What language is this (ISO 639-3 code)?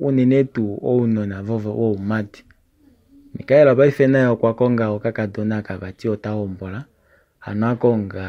kua